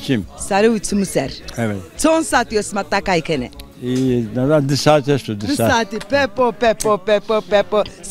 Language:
Zaza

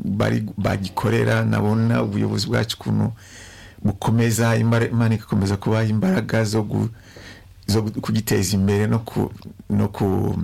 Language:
Kinyarwanda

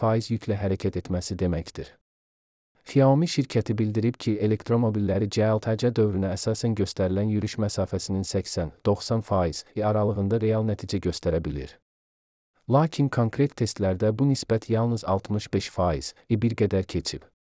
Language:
Azerbaijani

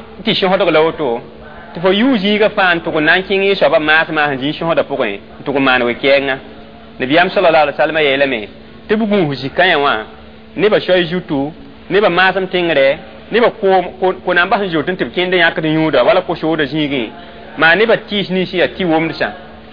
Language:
Mossi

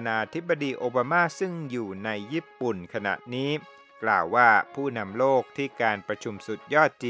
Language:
Thai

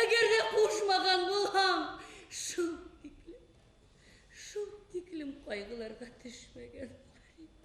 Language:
Bashkir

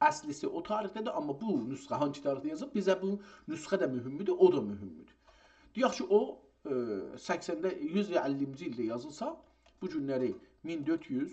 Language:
South Azerbaijani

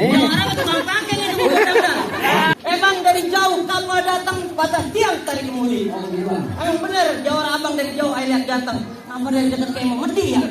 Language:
Betawi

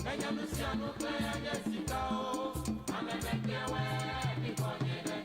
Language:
Ewe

